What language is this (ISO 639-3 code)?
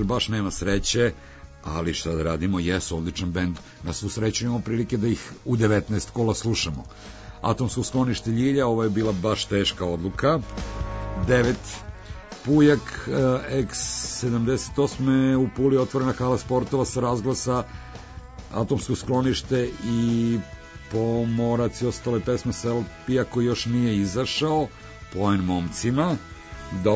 srp